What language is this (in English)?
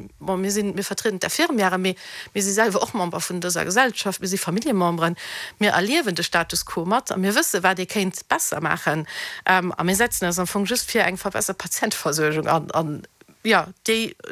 Luxembourgish